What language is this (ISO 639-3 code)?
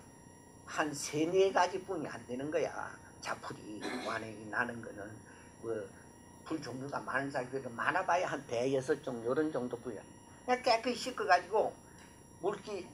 kor